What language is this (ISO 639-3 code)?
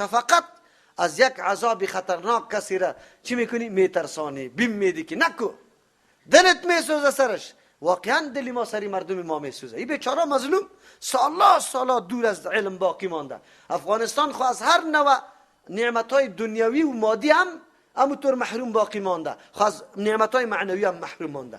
fas